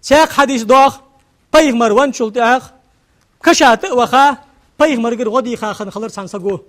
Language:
Ingush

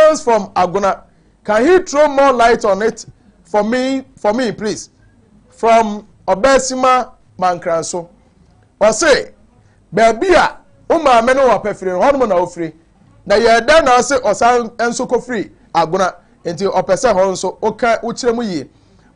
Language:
Akan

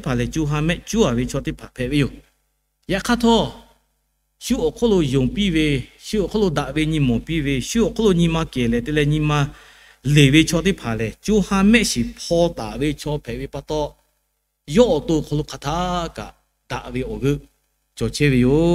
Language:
Lahu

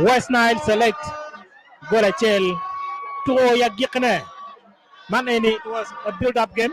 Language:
Acoli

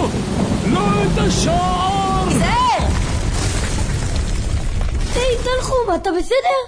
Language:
Hebrew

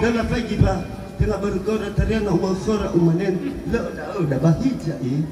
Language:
Nias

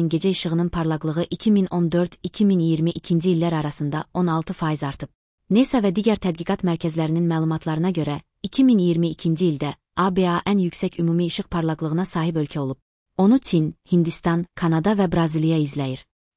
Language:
Azerbaijani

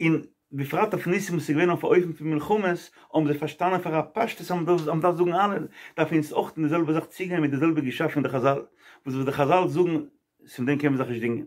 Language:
Yiddish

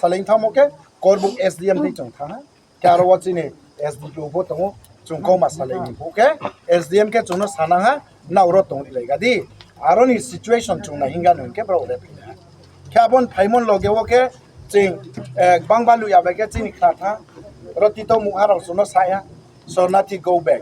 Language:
Riang (India)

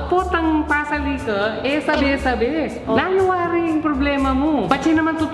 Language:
Pampanga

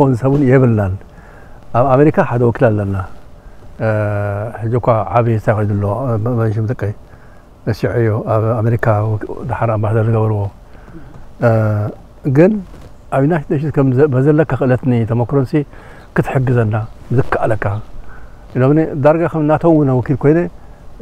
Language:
Tigrinya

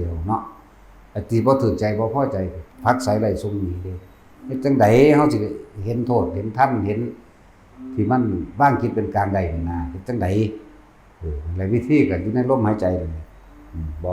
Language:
Northeastern Thai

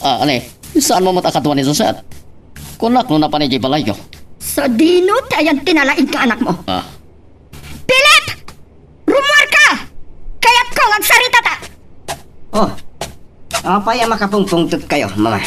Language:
Iloko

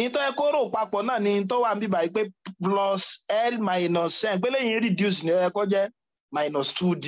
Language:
Yoruba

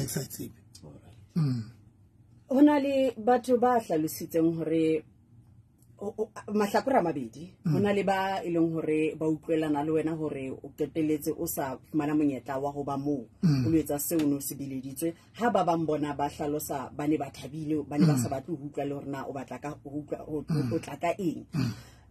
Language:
Southern Sotho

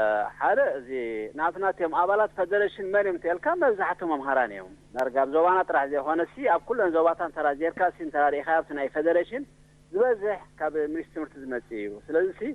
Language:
Tigrinya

